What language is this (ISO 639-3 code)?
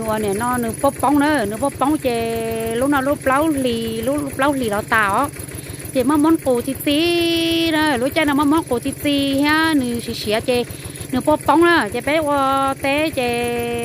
hmn